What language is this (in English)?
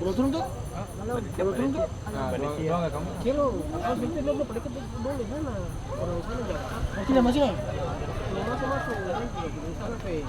Ambonese Malay